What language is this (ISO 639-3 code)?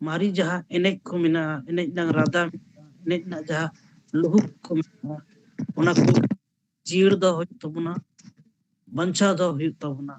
sat